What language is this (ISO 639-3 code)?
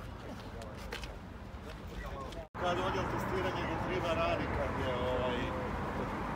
hrv